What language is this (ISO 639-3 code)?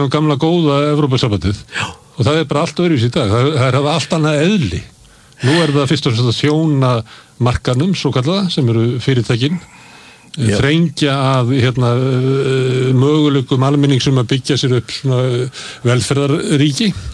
isl